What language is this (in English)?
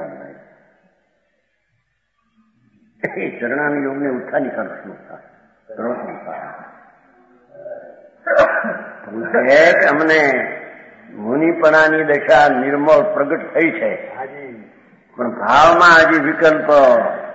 Gujarati